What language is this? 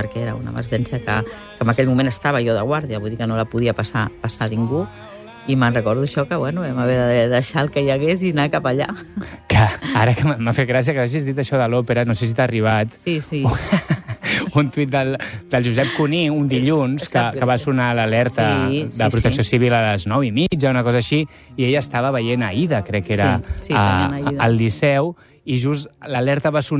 Catalan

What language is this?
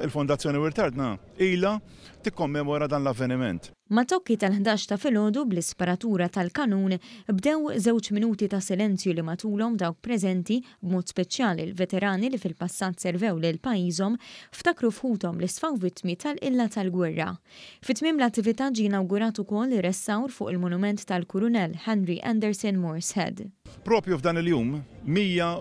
Maltese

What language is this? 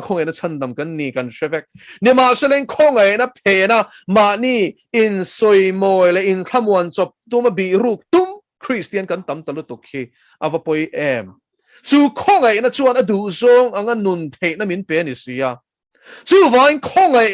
Mizo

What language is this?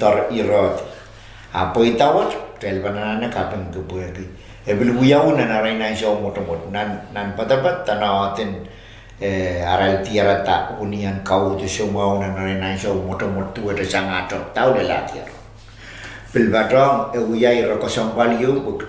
Pohnpeian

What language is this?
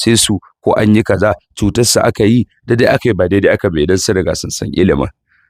Hausa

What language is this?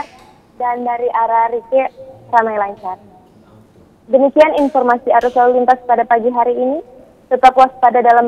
Indonesian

